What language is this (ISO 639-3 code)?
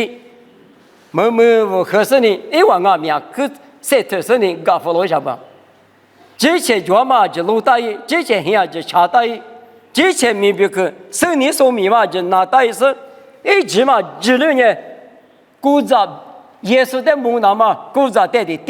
lis